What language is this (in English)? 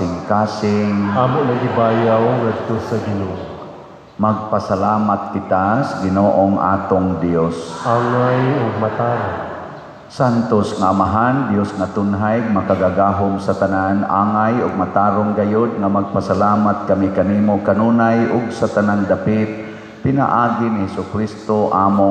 Cebuano